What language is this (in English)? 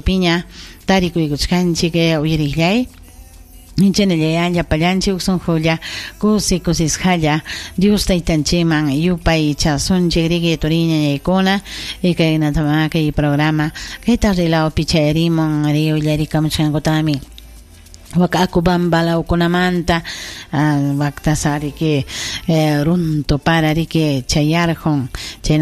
Ayacucho Quechua